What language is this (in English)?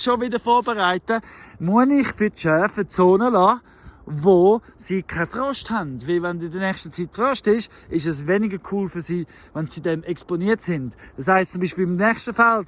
Swiss German